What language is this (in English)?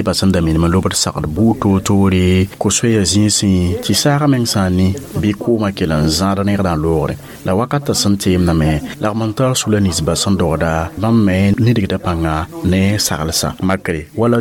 Mossi